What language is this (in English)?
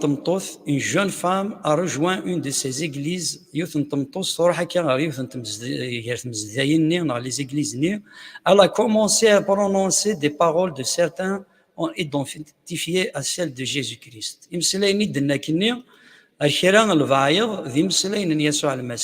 Kabyle